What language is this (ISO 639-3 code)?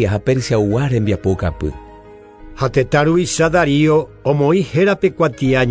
grn